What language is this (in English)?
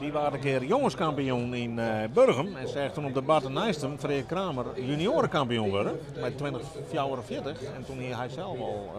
Western Frisian